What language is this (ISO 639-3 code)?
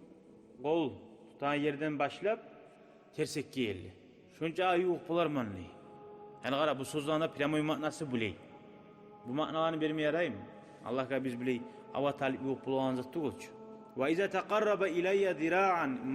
kum